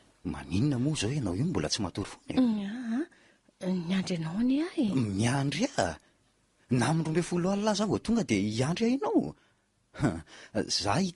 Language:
Malagasy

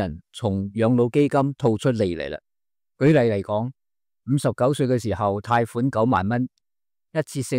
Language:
Cantonese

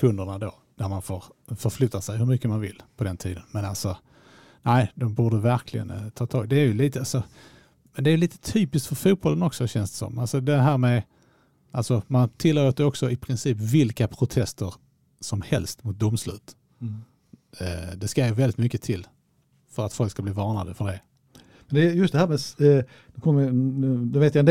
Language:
Swedish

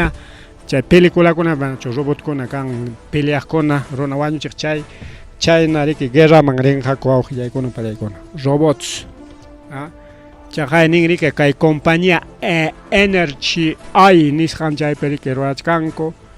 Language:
Ayacucho Quechua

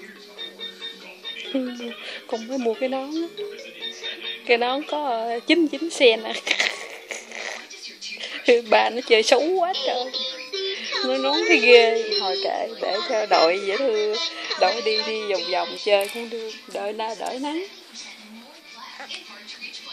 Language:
Vietnamese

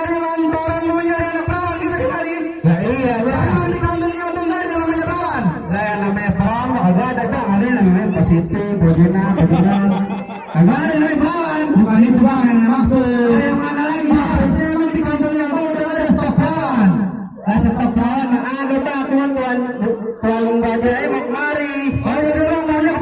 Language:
Betawi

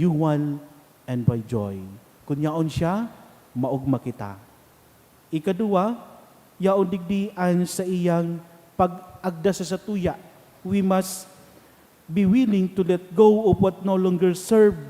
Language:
Bikol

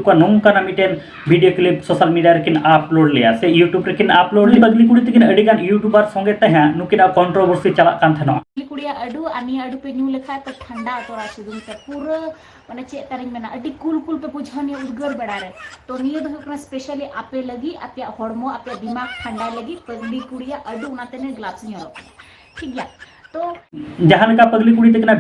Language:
Santali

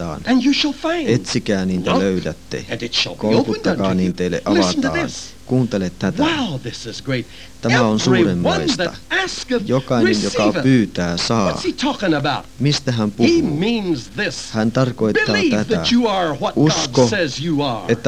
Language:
Finnish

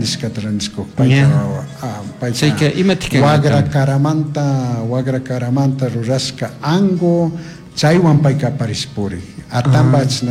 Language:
Chimborazo Highland Quichua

